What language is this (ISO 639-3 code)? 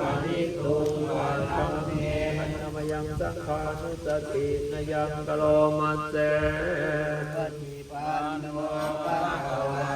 pli